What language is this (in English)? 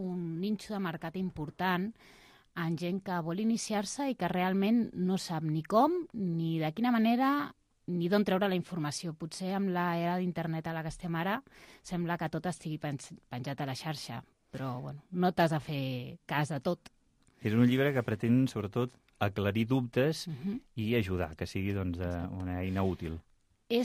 Catalan